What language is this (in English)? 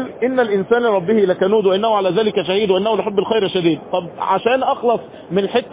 Arabic